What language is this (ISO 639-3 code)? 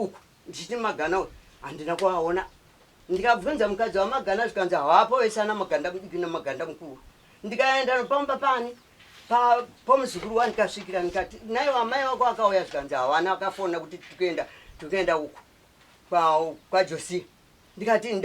sna